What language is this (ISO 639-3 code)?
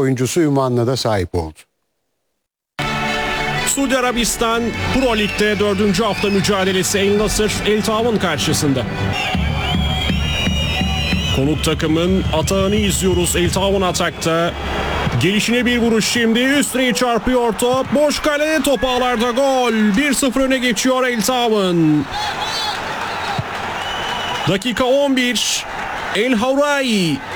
tur